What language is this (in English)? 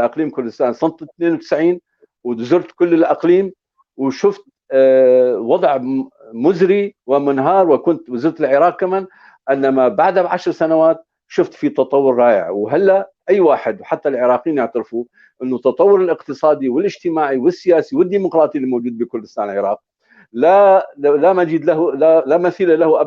North Levantine Arabic